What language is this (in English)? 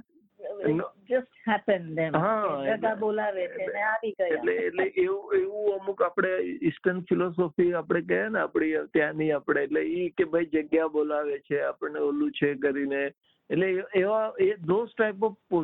Gujarati